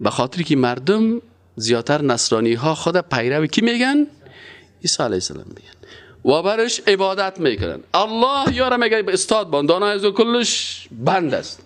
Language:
Persian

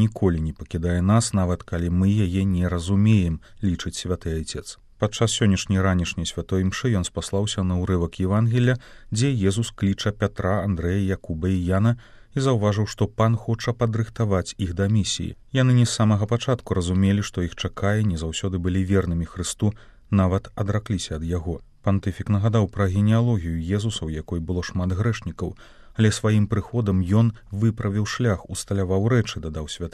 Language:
Belarusian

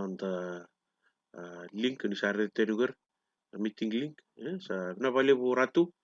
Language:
Fijian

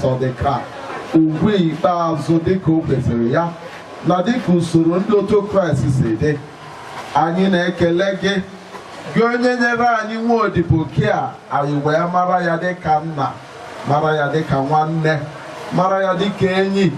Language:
Igbo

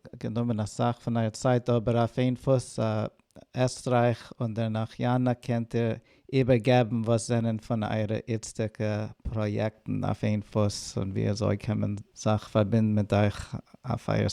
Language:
Yiddish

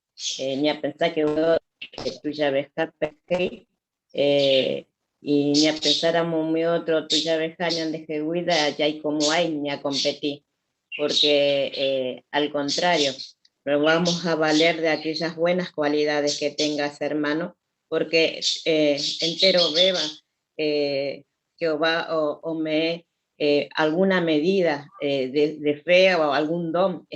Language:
Guarani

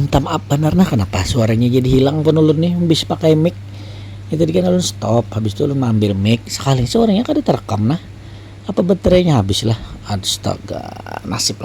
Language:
Banjar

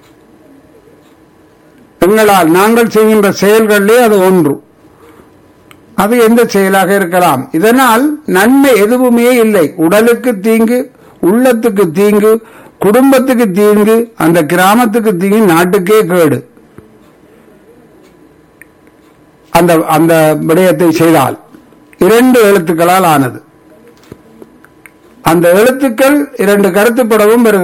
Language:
Tamil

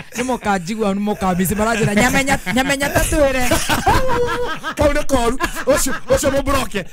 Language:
Kikuyu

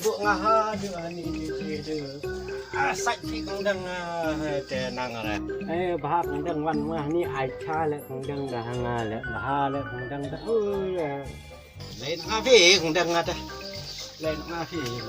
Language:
Khasi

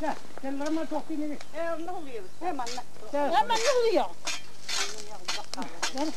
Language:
Yakut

